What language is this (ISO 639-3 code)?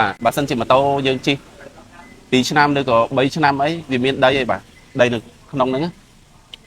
khm